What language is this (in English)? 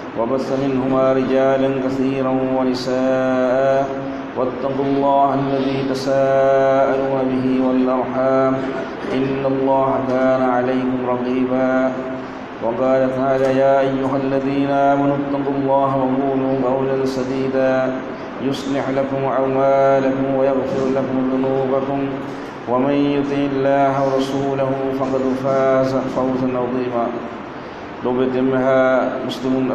Divehi